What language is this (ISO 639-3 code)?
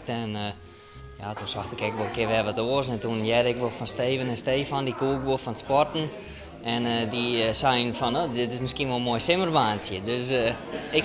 fry